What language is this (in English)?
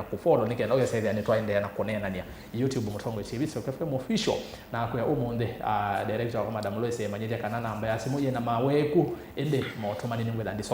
Kamba